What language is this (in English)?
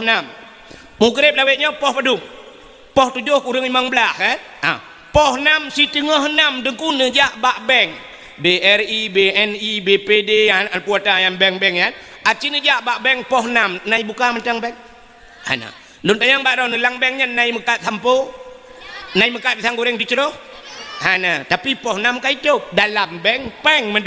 Achinese